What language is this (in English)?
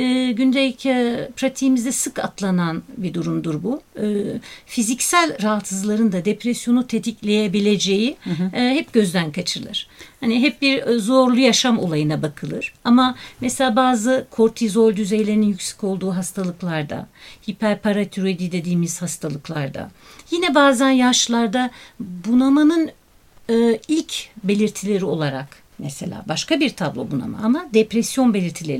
Turkish